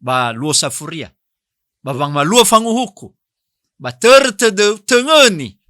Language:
Nias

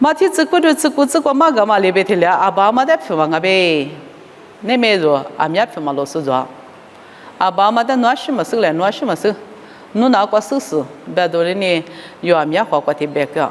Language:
Lisu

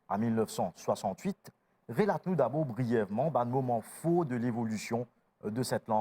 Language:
Morisyen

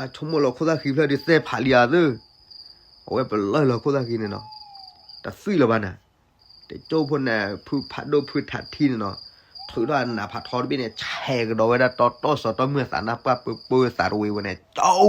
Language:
S'gaw Karen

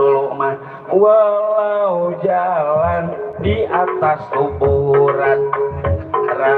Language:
Betawi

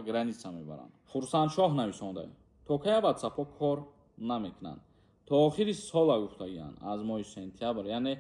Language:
Tajik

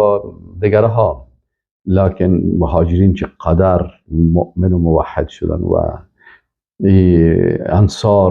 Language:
Persian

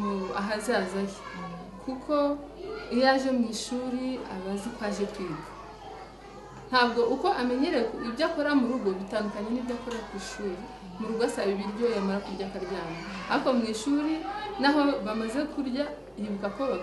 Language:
Kinyarwanda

